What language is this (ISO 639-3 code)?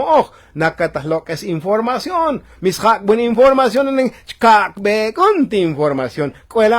tzo